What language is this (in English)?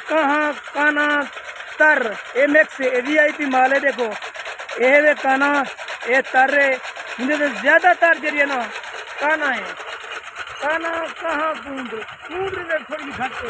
Saraiki